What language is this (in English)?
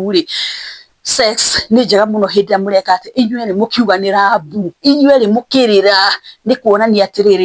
Kikuyu